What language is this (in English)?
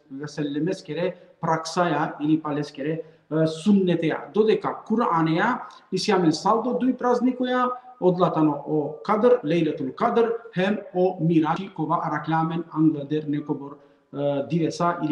Balkan Romani